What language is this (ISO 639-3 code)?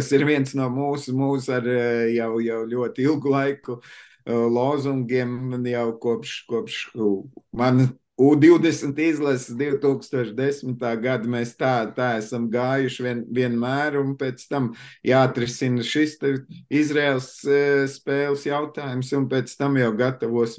lav